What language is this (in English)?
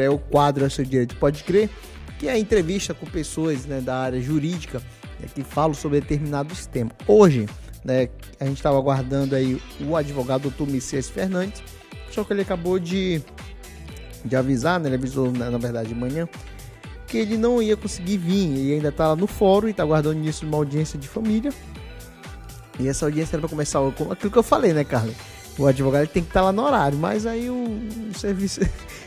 Portuguese